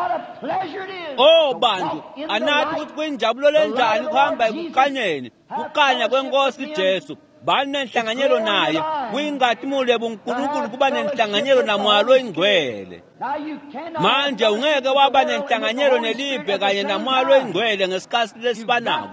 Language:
Swati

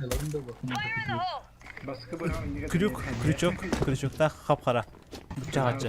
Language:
Yakut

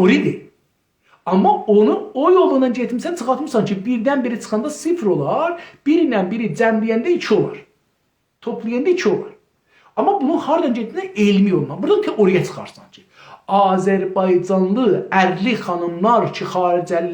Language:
South Azerbaijani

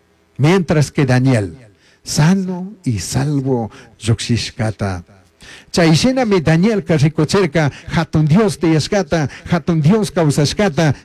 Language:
Chimborazo Highland Quichua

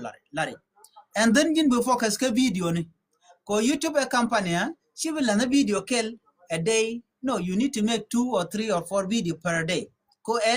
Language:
Nuer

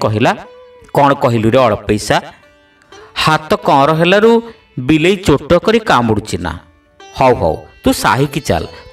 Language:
Odia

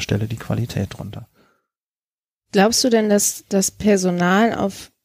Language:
German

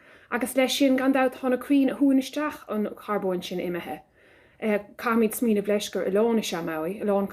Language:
Irish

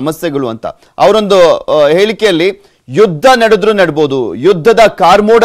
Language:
Kannada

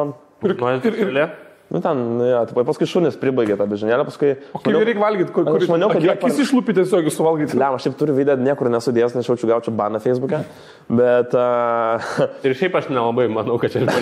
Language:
Lithuanian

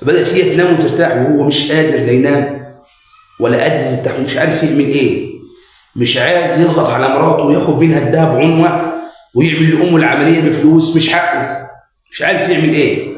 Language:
Egyptian Arabic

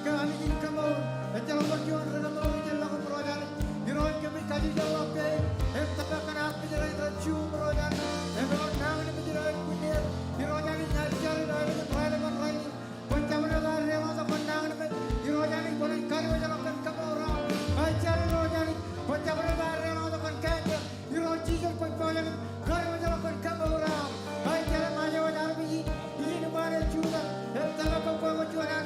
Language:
Marshallese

